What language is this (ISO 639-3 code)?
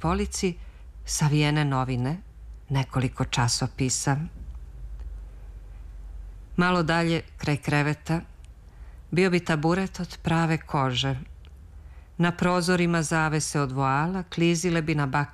srp